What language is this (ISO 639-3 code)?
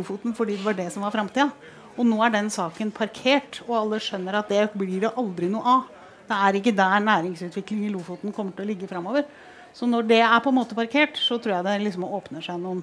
nor